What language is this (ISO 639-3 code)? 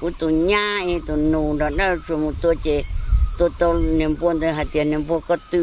hmn